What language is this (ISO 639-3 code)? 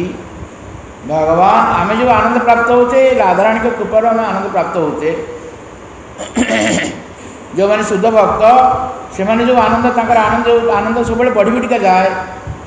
ori